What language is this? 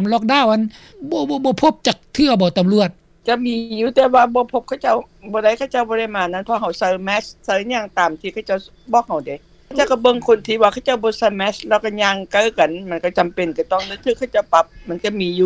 Lao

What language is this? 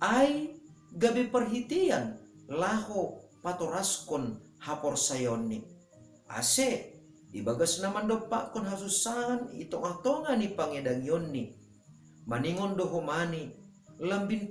Batak Simalungun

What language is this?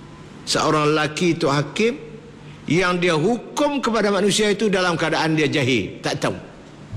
Malay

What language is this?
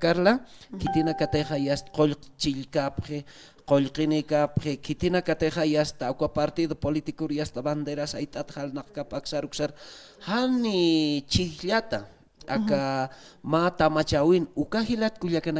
Aymara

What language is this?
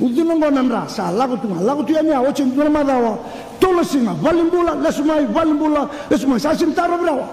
Fijian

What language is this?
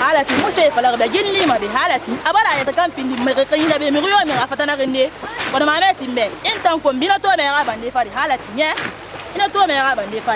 Fula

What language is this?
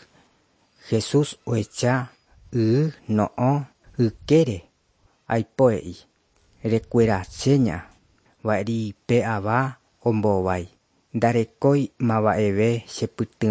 Guarani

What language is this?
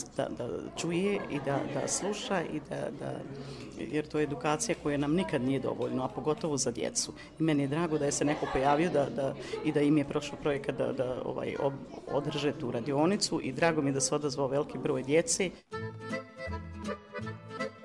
Bosnian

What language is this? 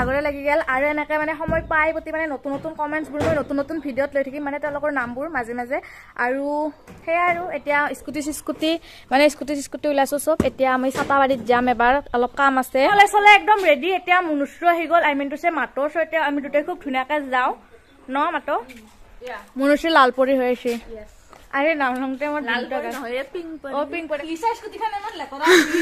Assamese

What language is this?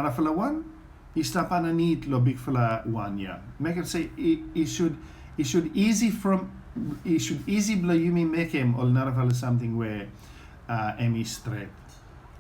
Bislama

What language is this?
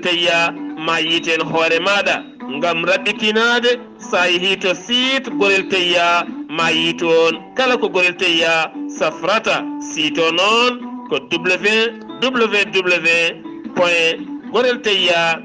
Fula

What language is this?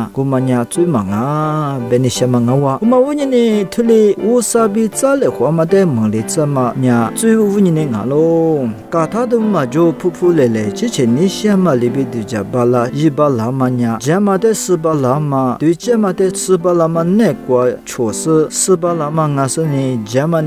Lisu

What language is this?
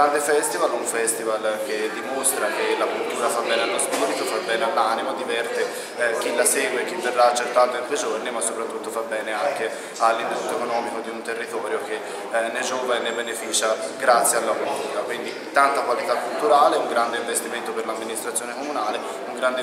Italian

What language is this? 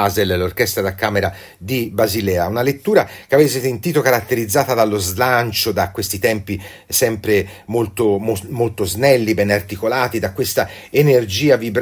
Italian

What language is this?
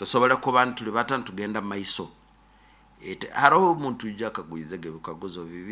Nyoro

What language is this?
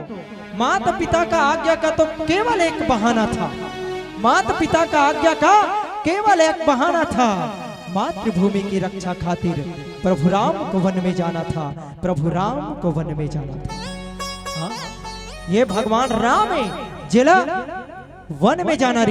Chhattisgarhi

